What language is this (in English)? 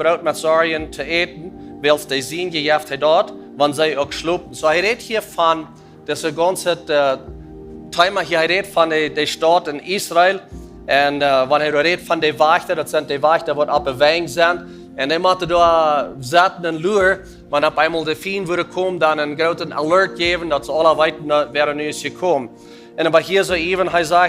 Plautdietsch